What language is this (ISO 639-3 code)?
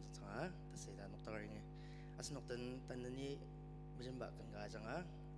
njo